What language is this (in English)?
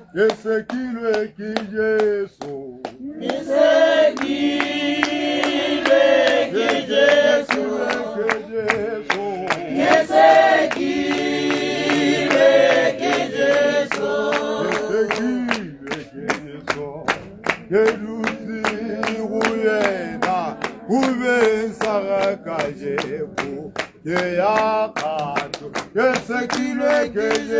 Tswana